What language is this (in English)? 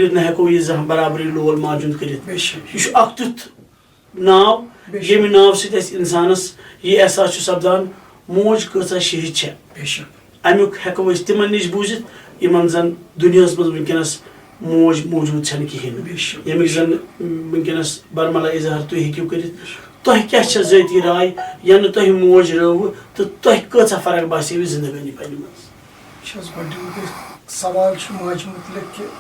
Kashmiri